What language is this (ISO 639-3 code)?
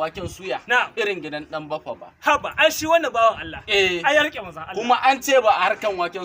hau